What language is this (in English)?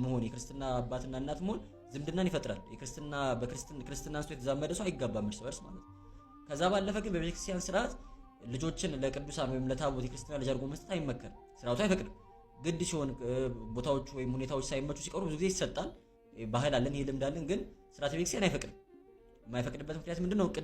Amharic